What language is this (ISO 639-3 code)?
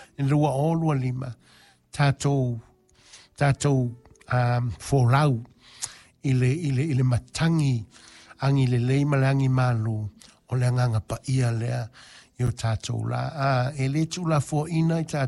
smo